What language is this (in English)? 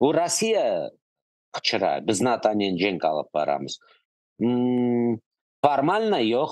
Crimean Tatar